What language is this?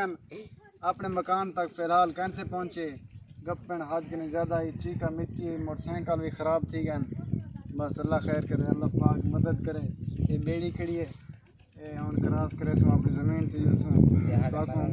Saraiki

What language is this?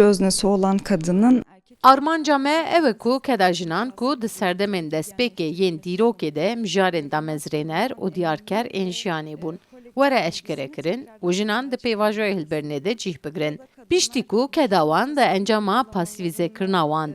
Kurdish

